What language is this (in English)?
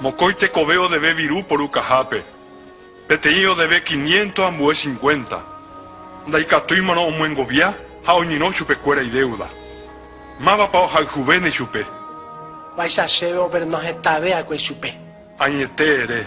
Guarani